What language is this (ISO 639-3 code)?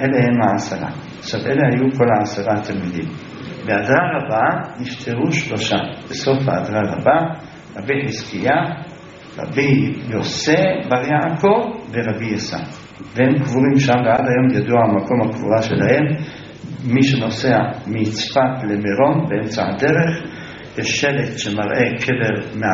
heb